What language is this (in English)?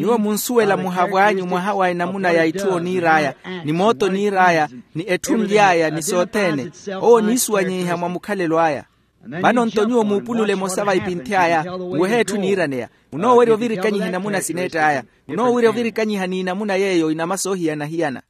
Makhuwa